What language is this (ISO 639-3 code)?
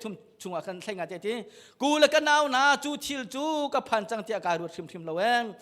cnh